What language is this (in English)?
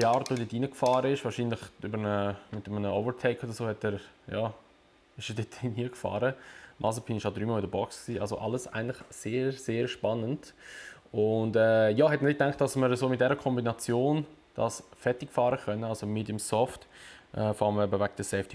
Swiss German